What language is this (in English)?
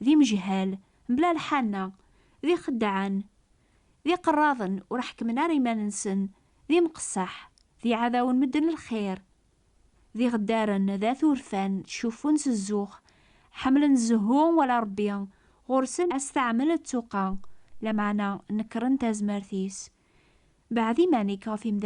Kabyle